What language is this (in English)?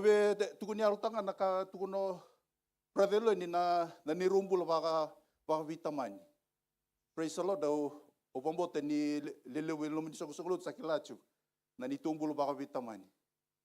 Fijian